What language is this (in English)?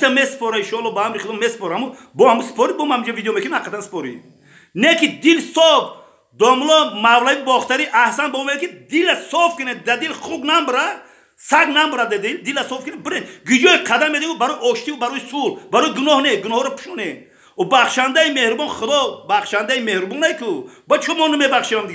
Tajik